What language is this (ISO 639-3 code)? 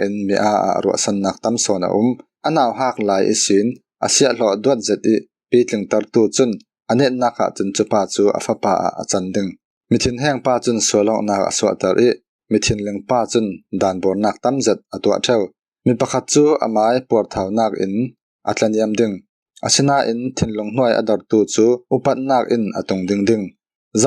cfm